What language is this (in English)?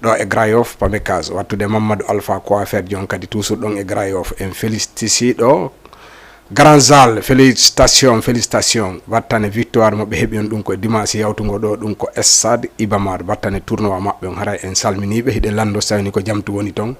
Fula